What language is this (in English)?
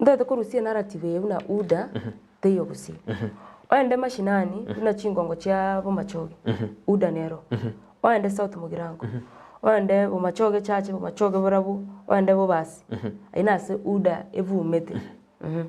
Gusii